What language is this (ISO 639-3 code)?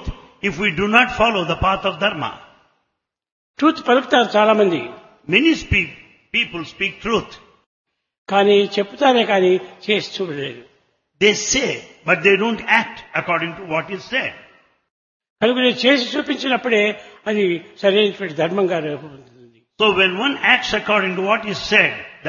tel